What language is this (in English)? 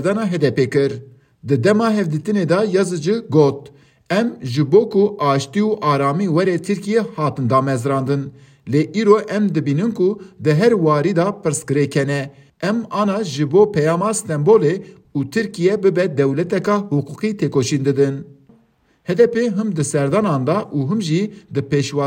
Kurdish